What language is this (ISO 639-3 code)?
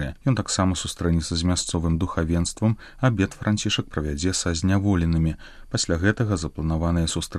bel